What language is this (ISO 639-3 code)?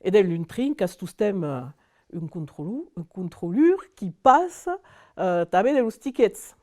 oci